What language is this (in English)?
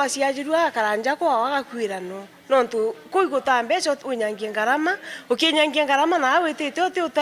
Meru